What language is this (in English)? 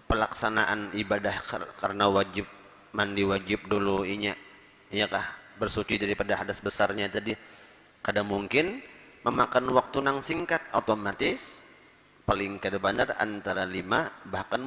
Banjar